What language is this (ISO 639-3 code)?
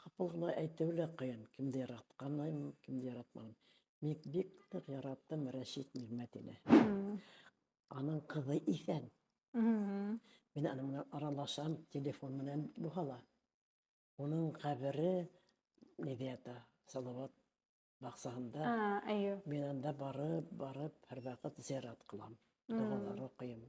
bak